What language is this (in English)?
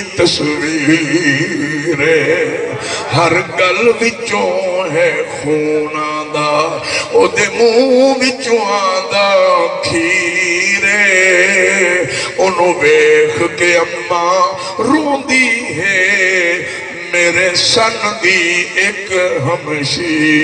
Saraiki